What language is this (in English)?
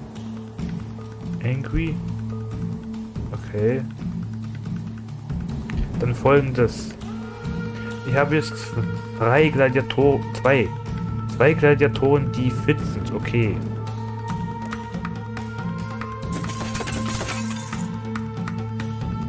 German